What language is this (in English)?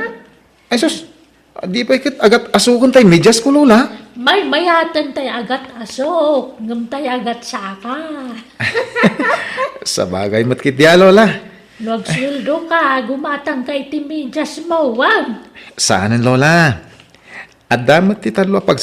Iloko